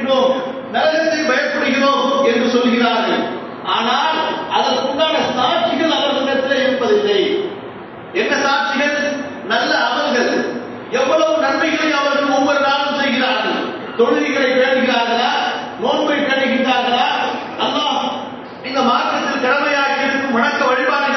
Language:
Tamil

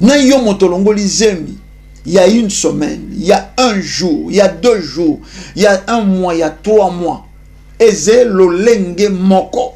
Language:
Lingala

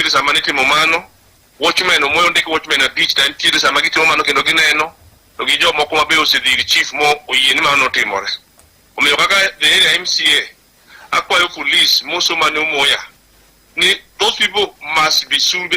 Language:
Luo (Kenya and Tanzania)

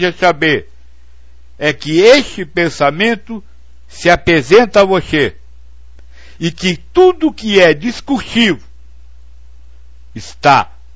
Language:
Portuguese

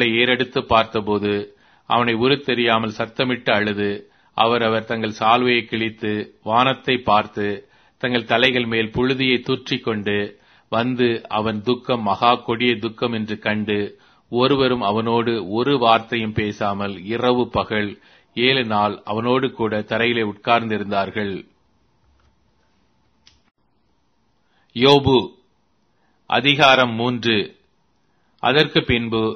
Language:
Tamil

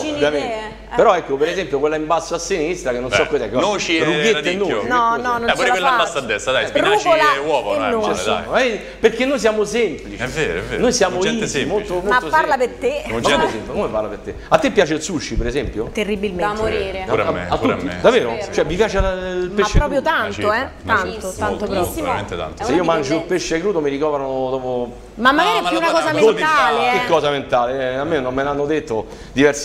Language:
Italian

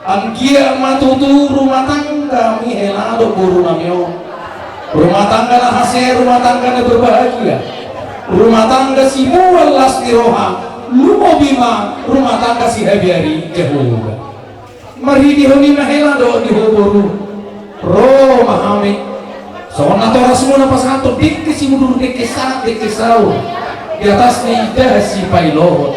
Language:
Batak Toba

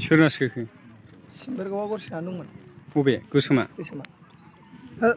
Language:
Bodo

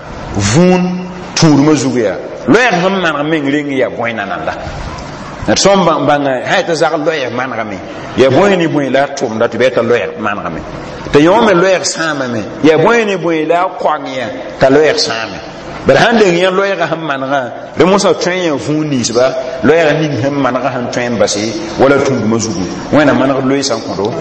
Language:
Mossi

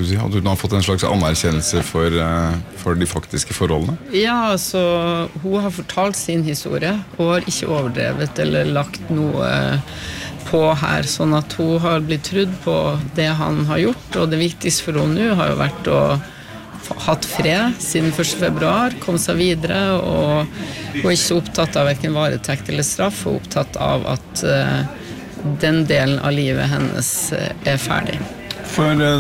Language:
Norwegian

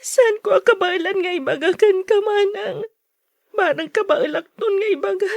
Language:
Iloko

